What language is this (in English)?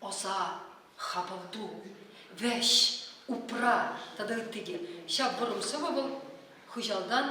Chuvash